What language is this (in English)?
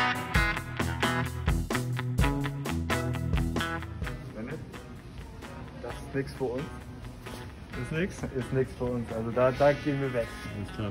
German